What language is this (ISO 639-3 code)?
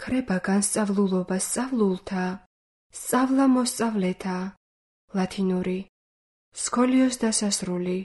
kat